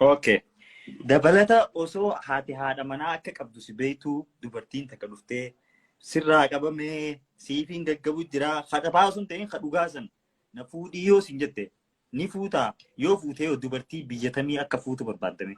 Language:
Oromo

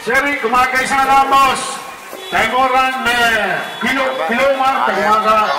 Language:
Pohnpeian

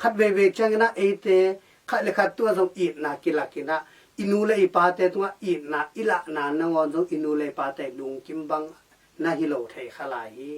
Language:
Tedim Chin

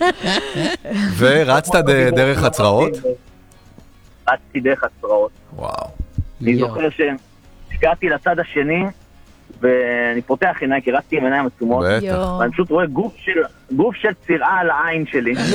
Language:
Hebrew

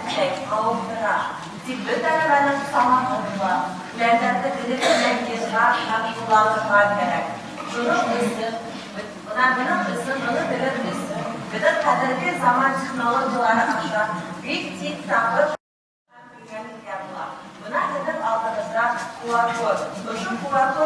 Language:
Bashkir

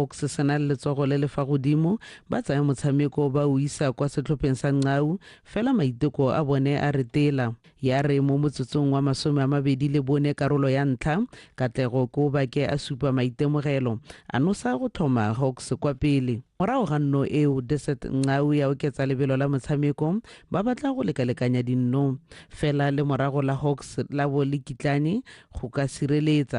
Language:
Tswana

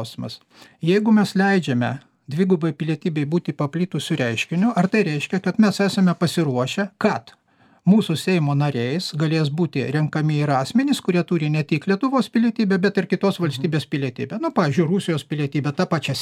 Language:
Lithuanian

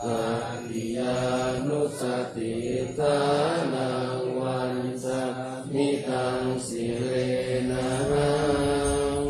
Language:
Pali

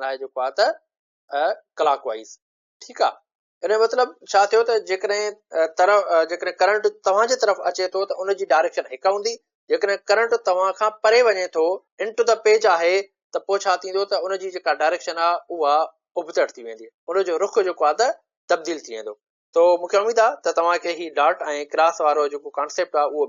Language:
Sindhi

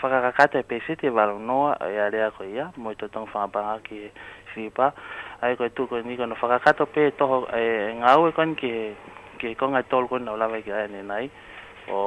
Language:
Tongan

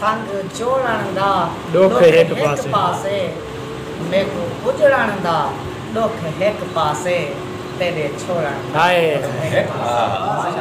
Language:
Saraiki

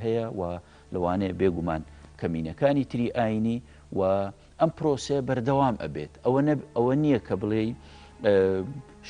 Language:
Central Kurdish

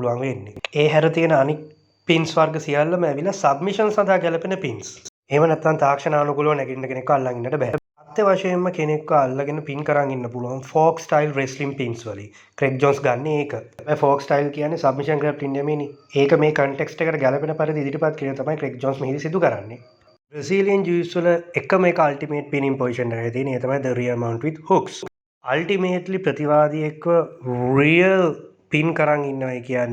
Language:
Sinhala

